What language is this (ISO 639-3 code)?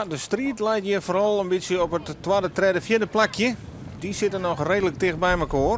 fry